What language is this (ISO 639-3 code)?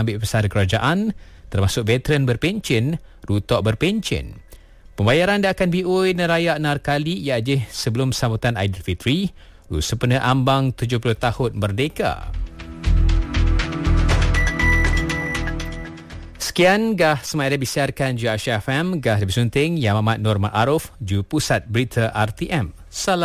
msa